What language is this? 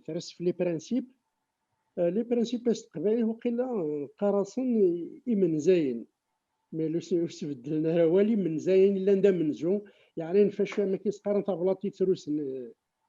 Kabyle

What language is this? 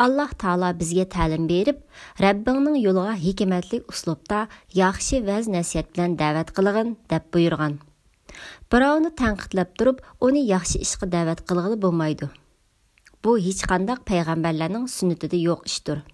Uyghur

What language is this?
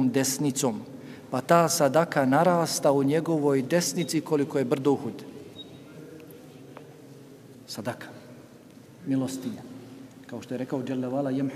Bosnian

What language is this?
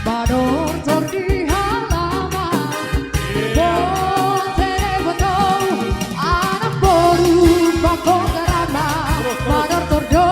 Batak Simalungun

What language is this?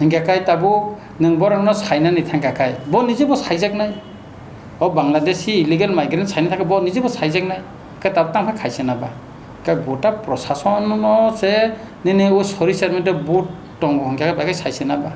Kok Borok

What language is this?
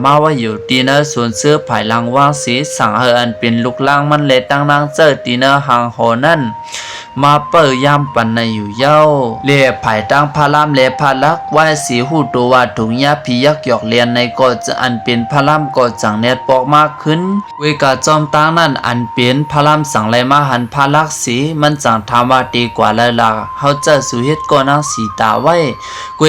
Shan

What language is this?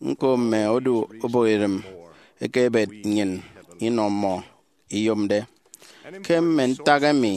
Efik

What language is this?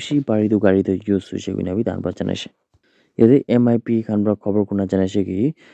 Naga Pidgin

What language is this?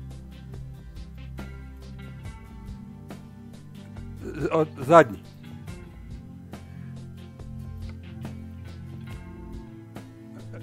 Serbian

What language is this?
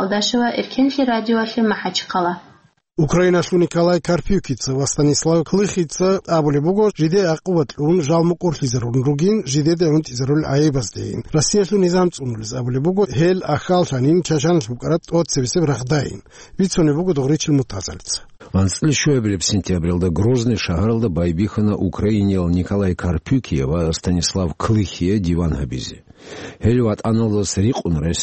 Avaric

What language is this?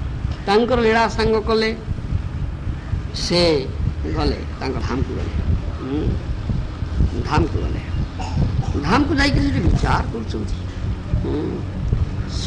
Odia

